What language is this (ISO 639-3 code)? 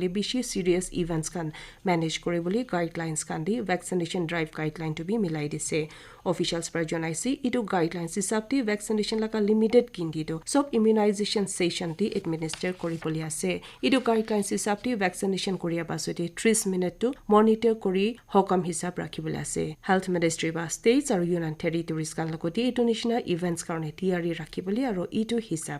nag